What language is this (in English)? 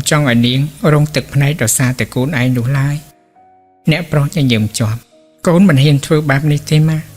Khmer